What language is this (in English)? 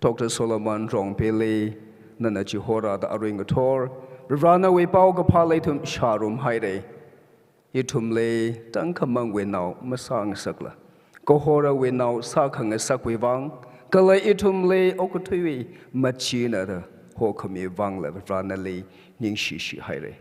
Tangkhul Naga (India)